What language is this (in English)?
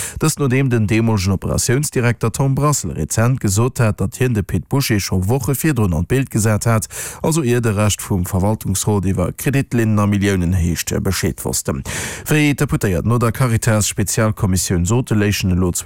Luxembourgish